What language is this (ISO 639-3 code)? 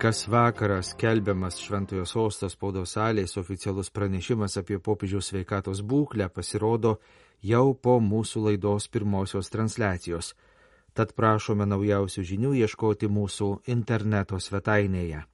lit